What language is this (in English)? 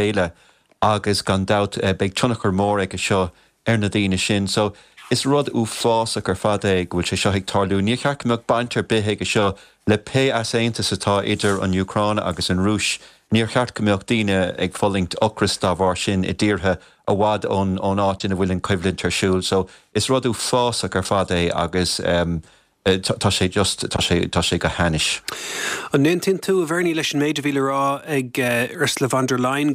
Irish